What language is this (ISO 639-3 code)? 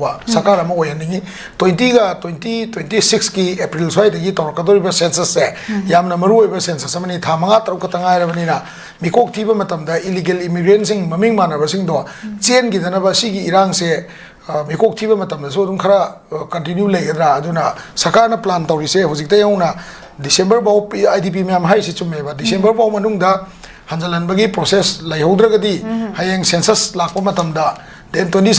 mni